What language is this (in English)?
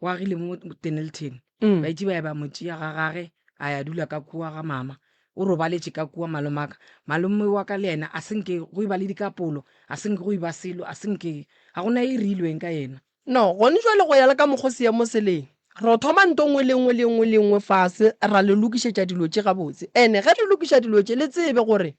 Northern Sotho